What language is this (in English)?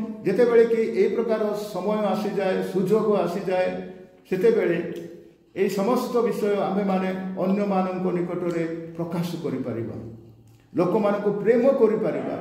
Odia